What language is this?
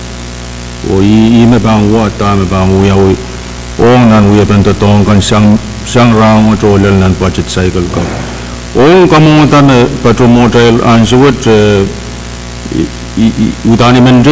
Pohnpeian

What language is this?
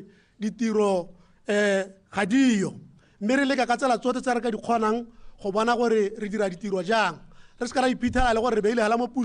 Tswana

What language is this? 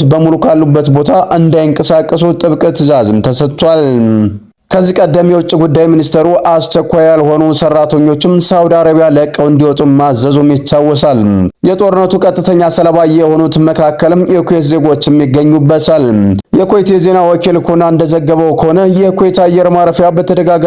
Amharic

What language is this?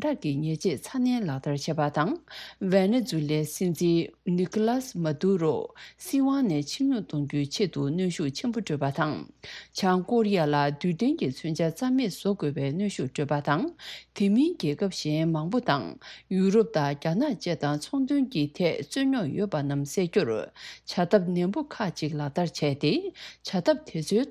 Tibetan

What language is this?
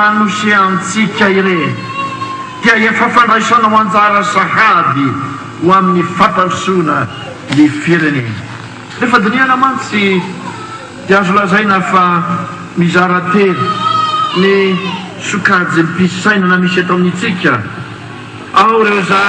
Malagasy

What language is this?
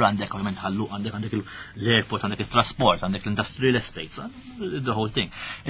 Maltese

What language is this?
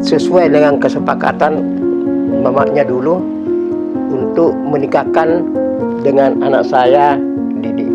Makassar Malay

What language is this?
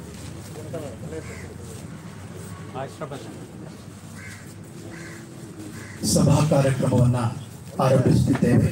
Kannada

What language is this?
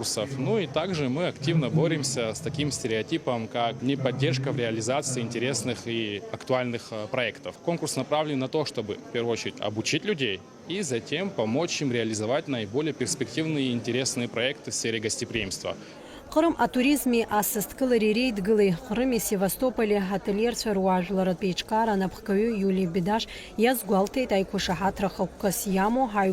Abkhazian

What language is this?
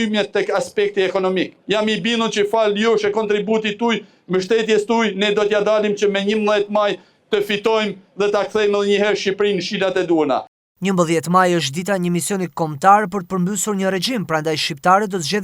Albanian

